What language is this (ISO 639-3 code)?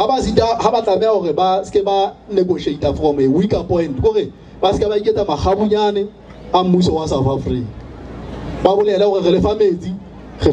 sot